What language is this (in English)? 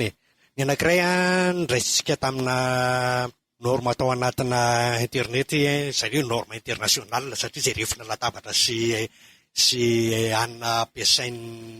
Malagasy